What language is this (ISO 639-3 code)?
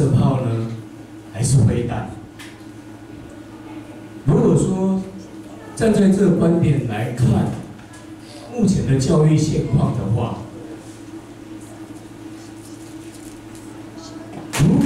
zho